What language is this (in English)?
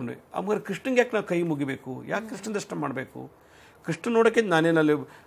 Kannada